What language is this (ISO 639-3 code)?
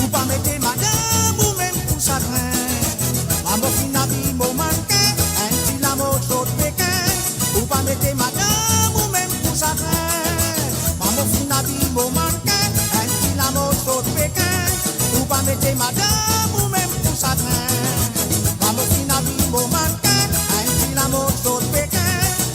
mfe